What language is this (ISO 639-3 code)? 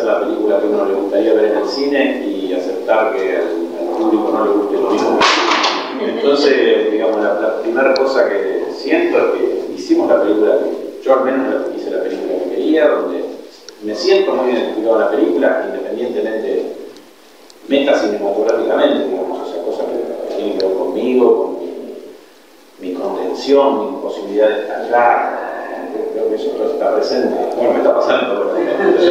spa